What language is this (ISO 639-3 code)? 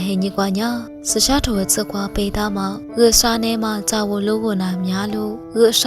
lis